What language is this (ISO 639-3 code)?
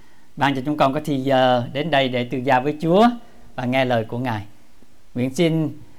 vie